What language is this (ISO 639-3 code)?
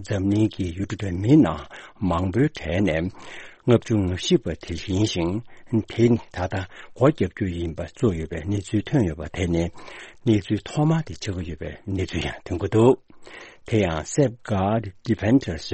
bod